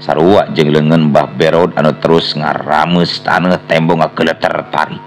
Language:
Sundanese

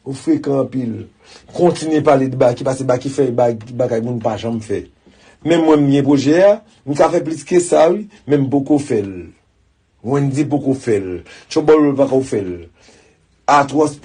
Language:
Haitian Creole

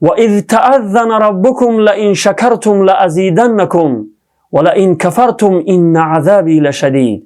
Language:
Tajik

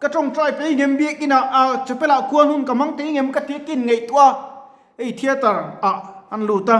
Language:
Mizo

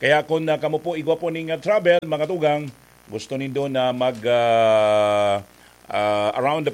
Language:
Bikol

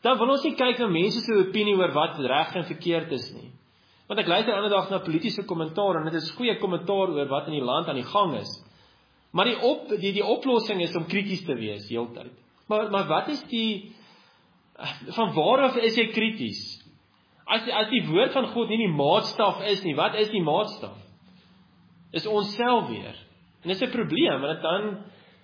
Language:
Afrikaans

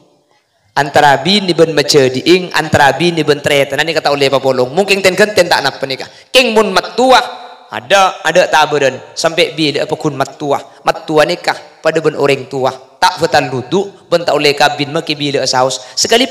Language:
Madurese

